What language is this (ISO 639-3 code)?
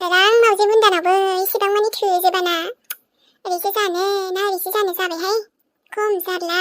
brx